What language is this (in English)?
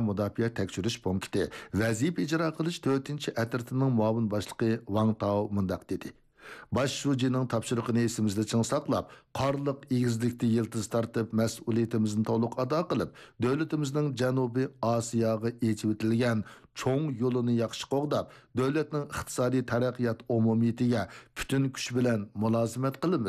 Uyghur